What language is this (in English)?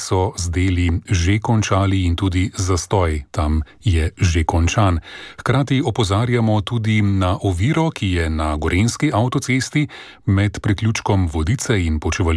Slovenian